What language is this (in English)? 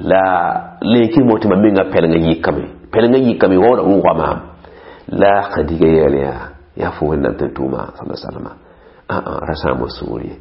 Mossi